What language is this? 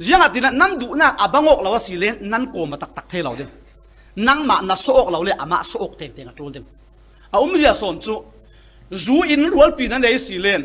Falam Chin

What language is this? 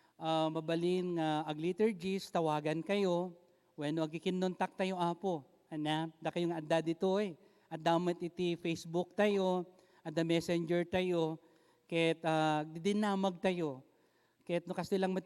Iloko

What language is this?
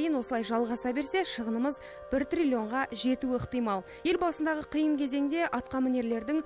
Kazakh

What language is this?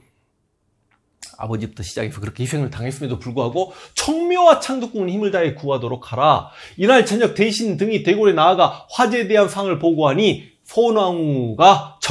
Korean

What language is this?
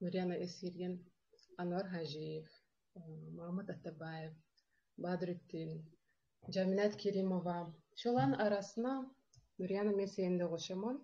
Kumyk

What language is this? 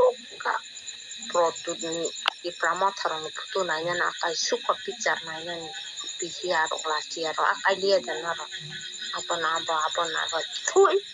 Kok Borok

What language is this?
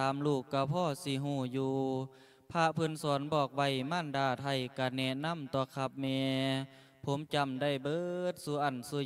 Lao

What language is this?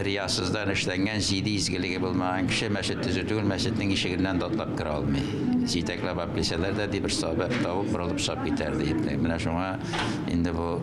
Tatar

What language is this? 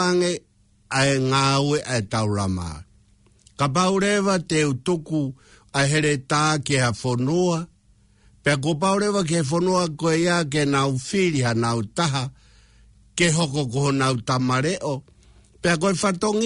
Tongan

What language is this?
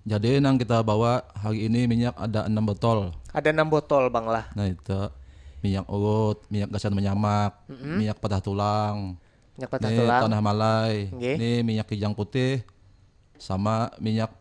Banjar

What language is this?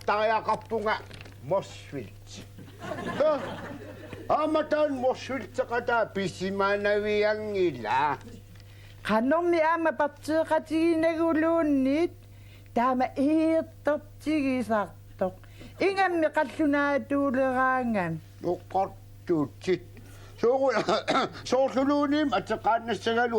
Kalaallisut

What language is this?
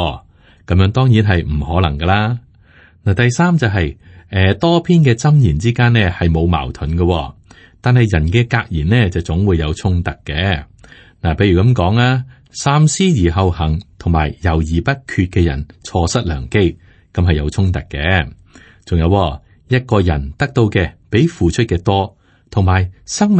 Cantonese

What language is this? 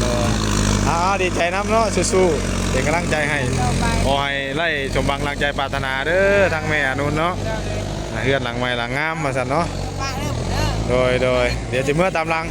Northeastern Thai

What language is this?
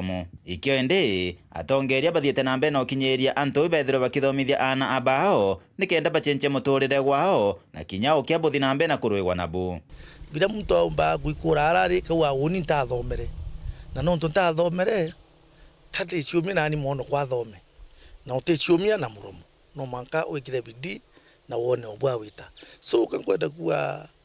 Meru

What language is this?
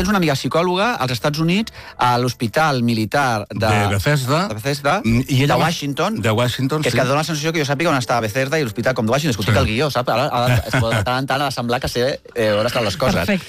Catalan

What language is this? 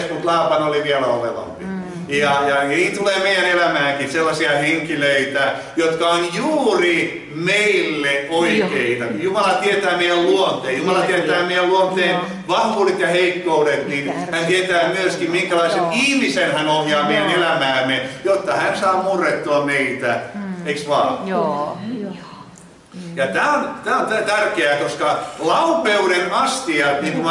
Finnish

